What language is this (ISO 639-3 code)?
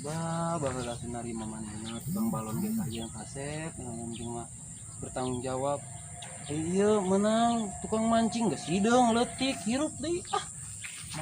sun